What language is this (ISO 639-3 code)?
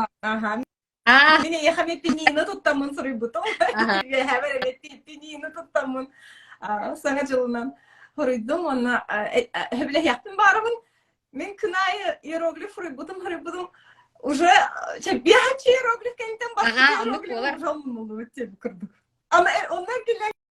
sah